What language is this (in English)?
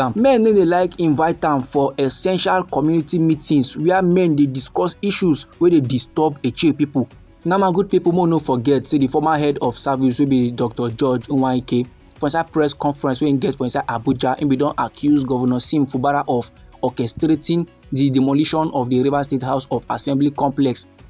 Nigerian Pidgin